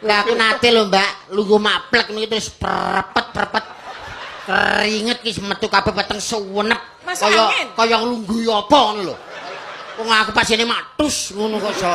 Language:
Javanese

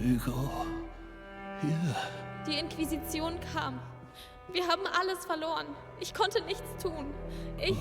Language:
Bavarian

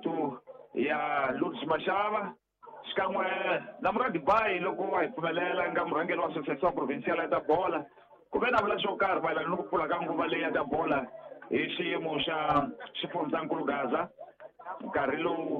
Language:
Tsonga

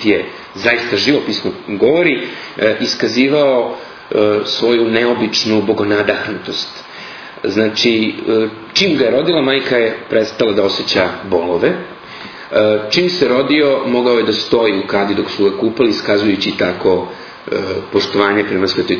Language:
Serbian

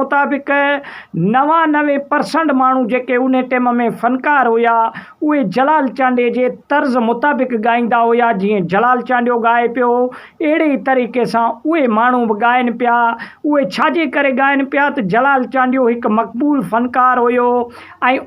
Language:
Sindhi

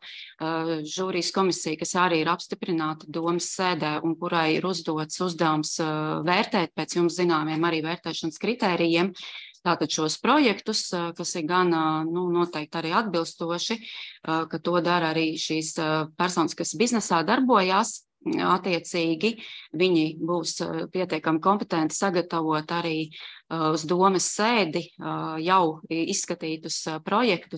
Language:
Latvian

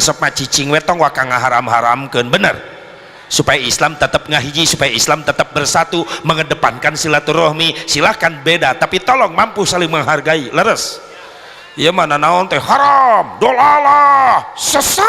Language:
Sundanese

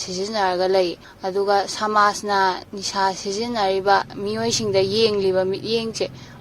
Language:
Manipuri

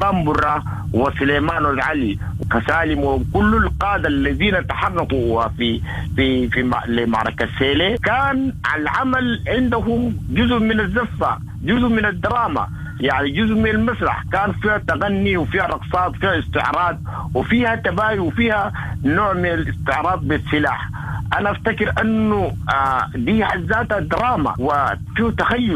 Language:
Sudanese Arabic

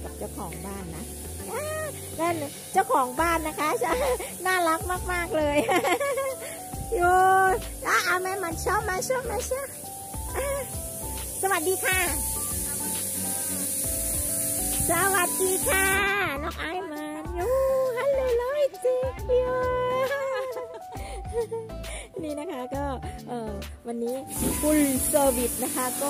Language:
Thai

